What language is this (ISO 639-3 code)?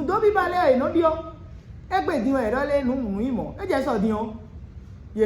fon